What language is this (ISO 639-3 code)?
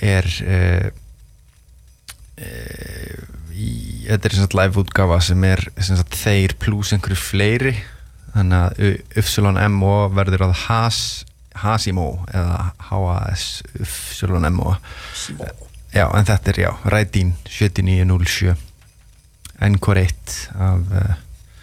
isl